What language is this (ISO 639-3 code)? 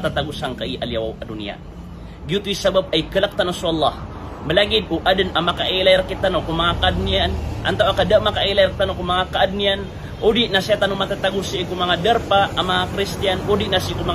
mrw